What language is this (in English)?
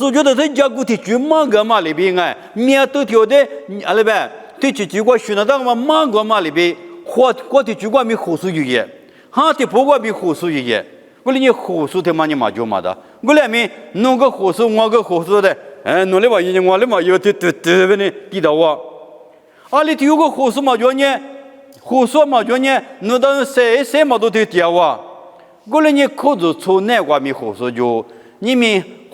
Lisu